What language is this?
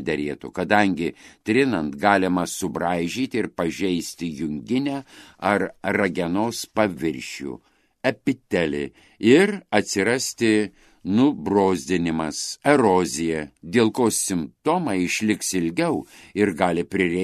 Lithuanian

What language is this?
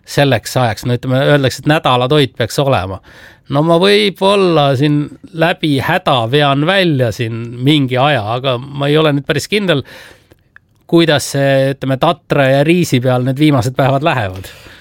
Estonian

